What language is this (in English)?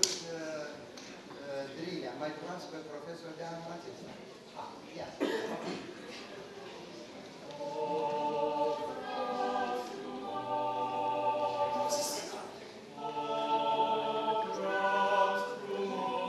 Romanian